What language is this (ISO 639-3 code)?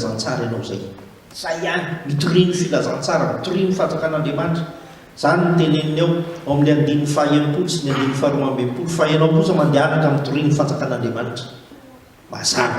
mlg